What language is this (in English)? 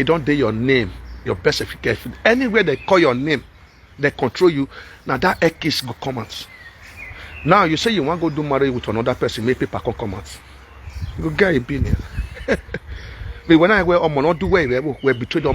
Nigerian Pidgin